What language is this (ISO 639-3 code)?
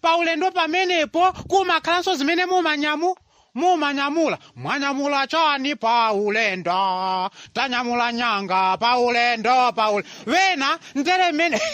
nya